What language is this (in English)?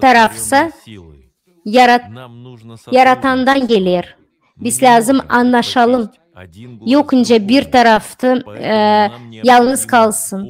Gagauz